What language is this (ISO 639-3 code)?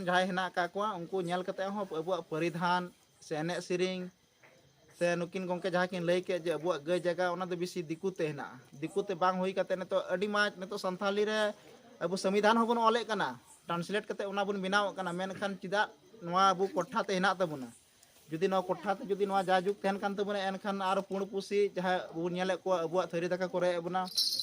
sat